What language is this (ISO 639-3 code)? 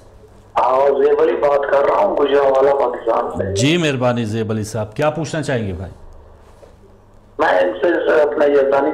urd